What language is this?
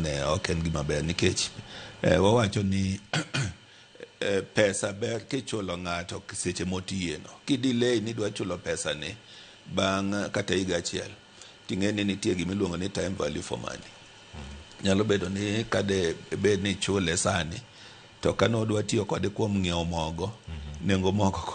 Luo (Kenya and Tanzania)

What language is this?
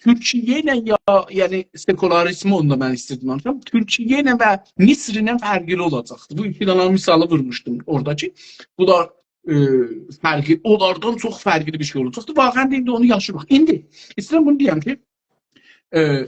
South Azerbaijani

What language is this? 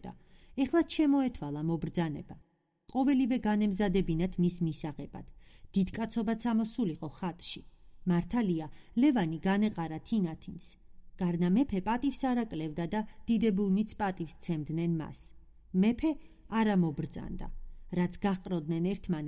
Georgian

